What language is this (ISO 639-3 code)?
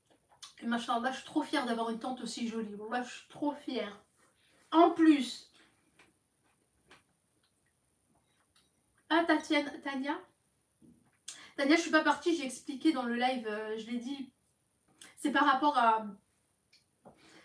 fra